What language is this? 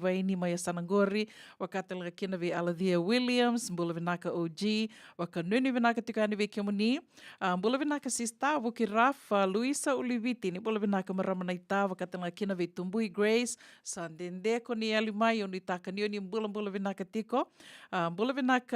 Fijian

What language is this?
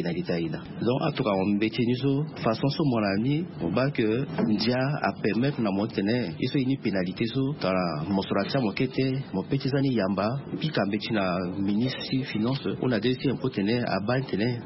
Sango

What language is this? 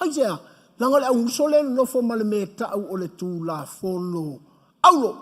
Samoan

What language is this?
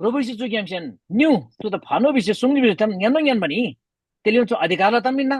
Eastern Tamang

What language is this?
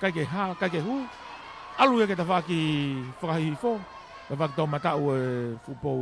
Tongan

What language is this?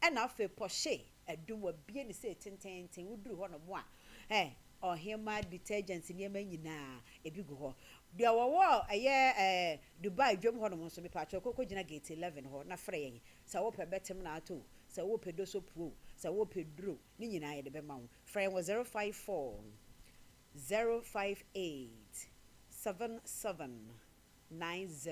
Akan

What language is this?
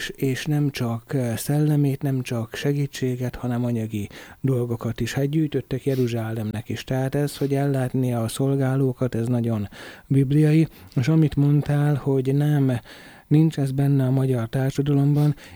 Hungarian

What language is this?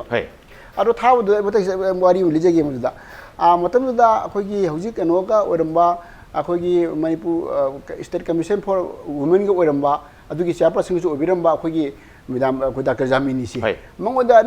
Manipuri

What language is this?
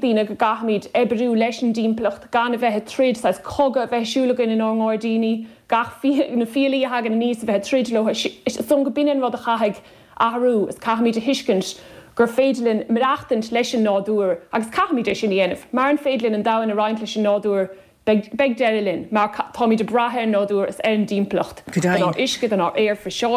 Irish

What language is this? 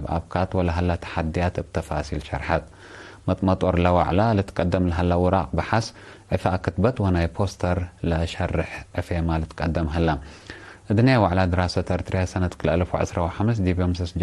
Tigre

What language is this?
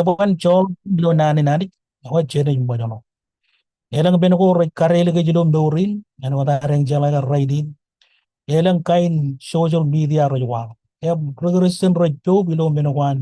Marshallese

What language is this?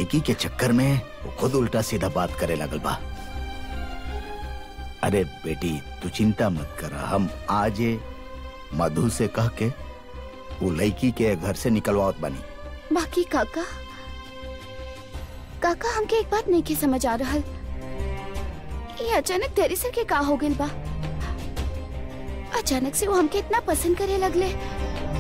Bhojpuri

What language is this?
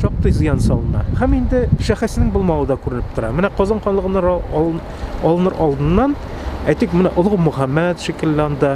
Tatar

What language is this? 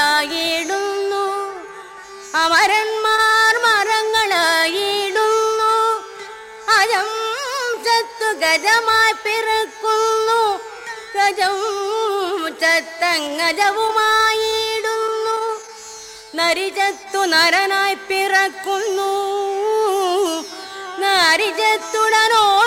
Malayalam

